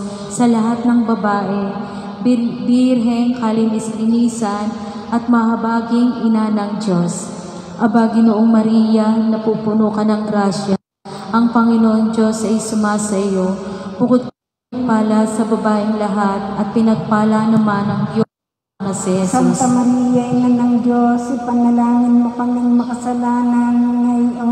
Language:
Filipino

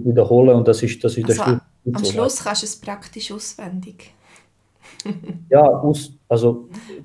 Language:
Swiss German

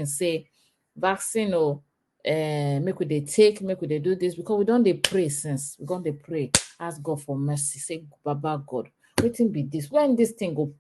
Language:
Nigerian Pidgin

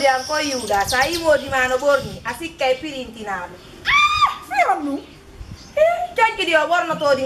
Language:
Fula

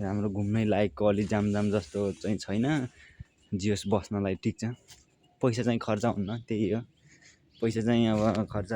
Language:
Nepali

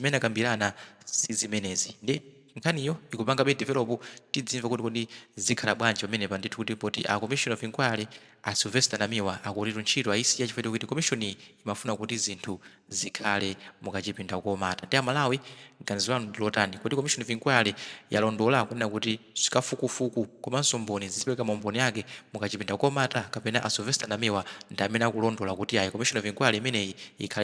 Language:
Nyanja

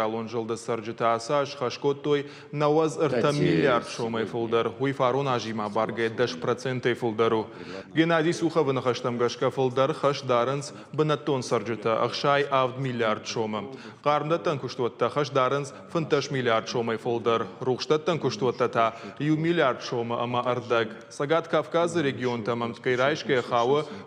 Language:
Ossetic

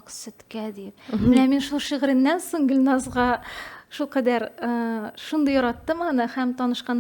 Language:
Tatar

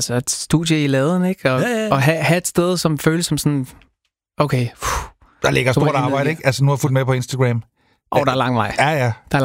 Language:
Danish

